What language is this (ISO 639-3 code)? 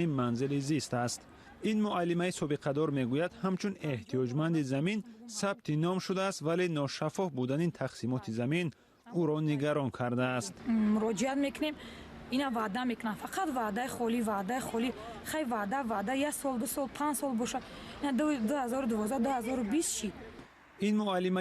tgk